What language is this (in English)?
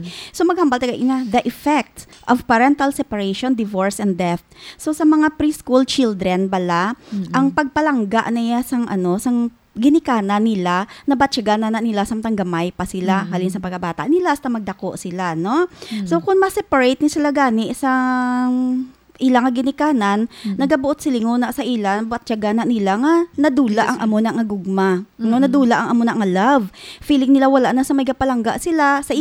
Hiligaynon